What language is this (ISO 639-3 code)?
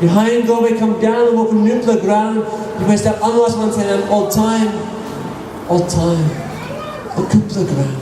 tpi